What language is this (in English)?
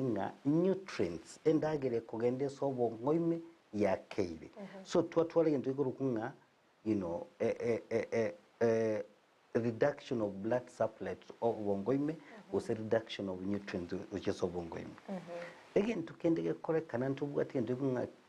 Gusii